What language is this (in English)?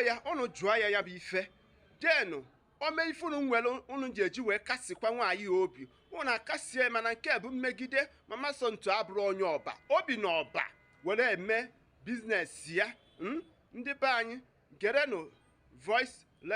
Igbo